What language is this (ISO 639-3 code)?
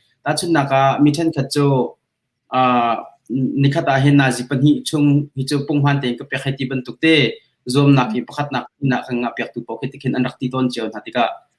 cnh